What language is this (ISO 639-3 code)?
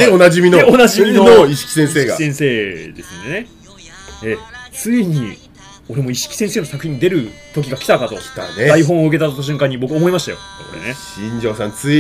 jpn